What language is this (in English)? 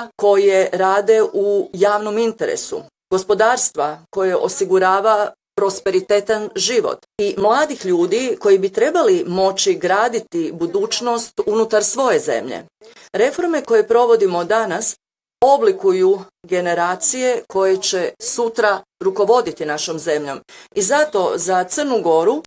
Bosnian